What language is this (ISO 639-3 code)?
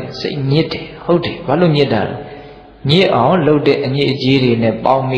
mya